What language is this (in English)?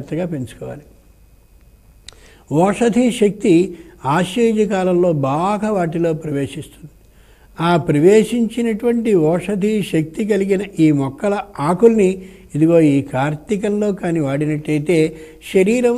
Telugu